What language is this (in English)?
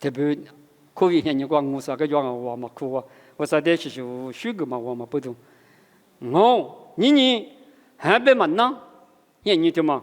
Lisu